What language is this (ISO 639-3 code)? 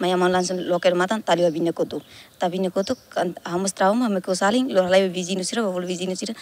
tet